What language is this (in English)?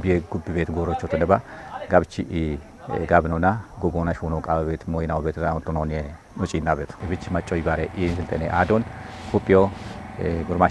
Kafa